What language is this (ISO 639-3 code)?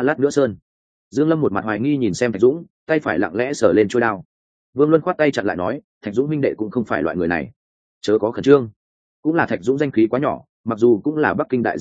vie